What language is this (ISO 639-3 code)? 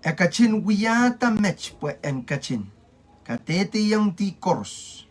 pon